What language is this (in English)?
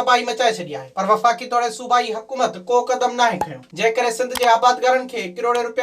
Sindhi